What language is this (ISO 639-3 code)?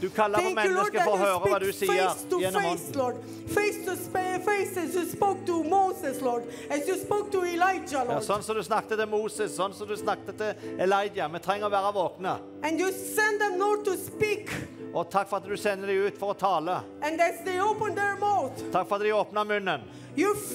nor